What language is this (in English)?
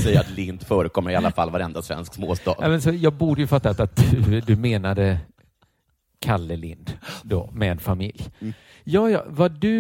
Swedish